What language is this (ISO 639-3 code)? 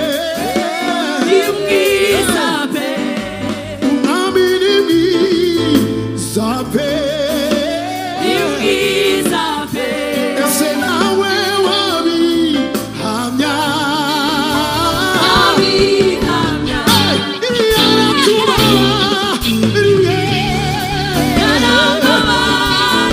kin